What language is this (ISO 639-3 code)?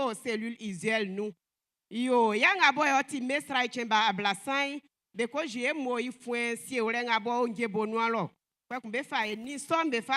bci